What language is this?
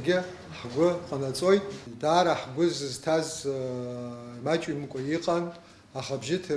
Abkhazian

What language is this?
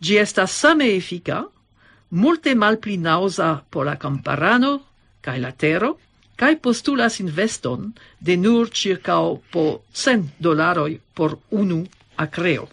Esperanto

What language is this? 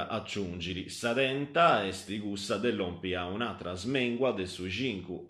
Sardinian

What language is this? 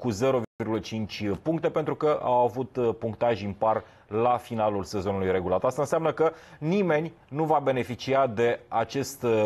Romanian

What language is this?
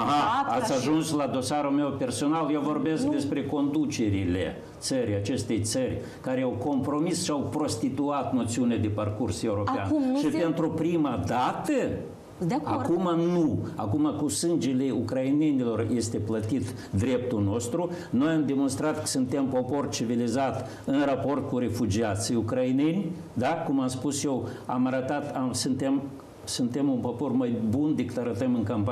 Romanian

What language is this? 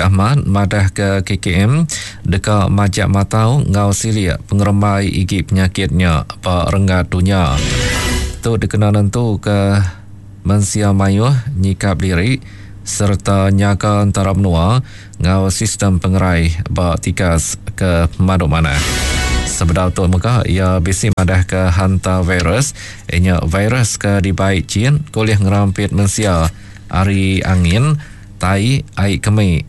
Iban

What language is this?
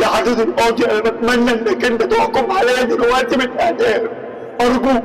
Egyptian Arabic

